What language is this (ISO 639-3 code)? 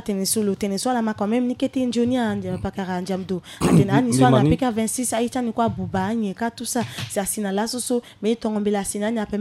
sag